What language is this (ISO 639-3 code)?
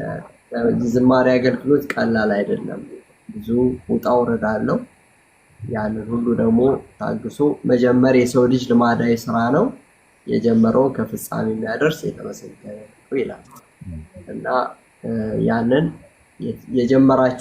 amh